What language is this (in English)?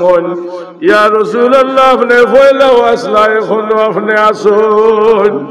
Sylheti